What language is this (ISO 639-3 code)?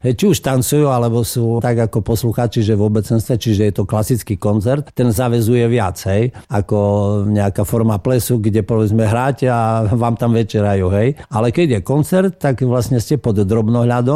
slk